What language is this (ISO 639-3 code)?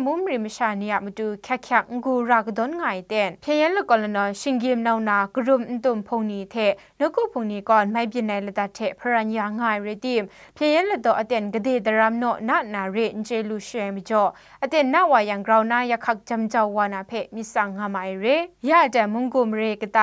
kac